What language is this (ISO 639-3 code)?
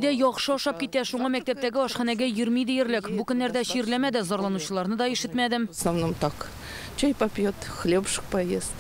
tat